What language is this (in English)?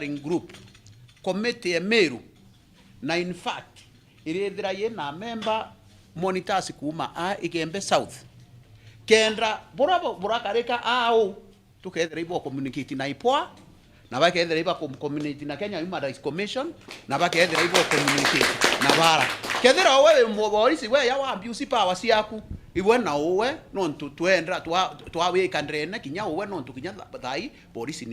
Meru